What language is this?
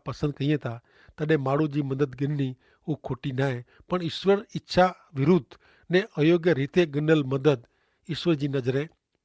Kachhi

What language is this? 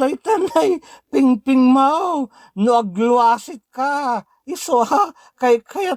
Iloko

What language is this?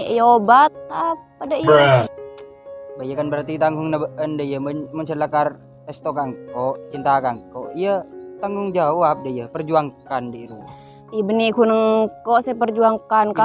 Madurese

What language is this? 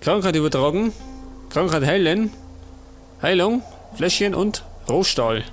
Bavarian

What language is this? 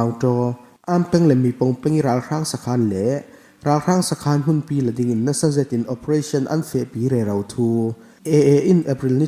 Falam Chin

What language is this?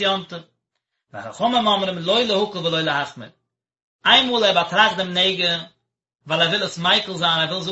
Yiddish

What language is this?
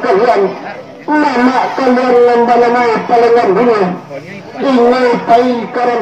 Minangkabau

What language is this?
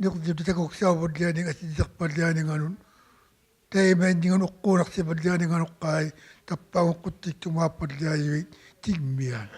Inuktitut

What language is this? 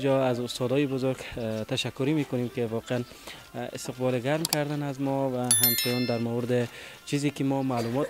Persian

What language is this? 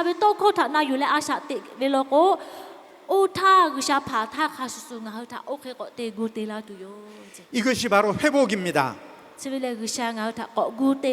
Lahu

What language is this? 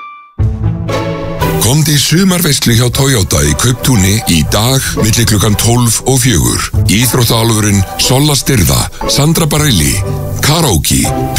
Icelandic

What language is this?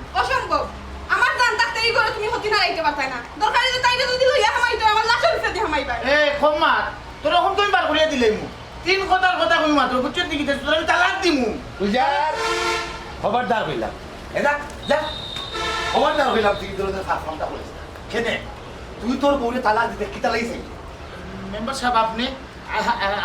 Sylheti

